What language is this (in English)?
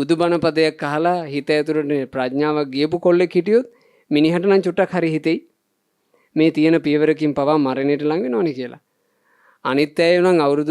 Sinhala